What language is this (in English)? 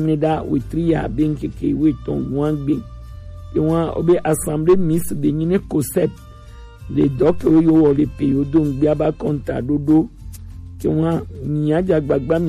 Gen